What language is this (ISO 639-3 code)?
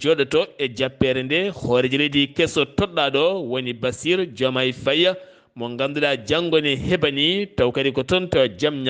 ful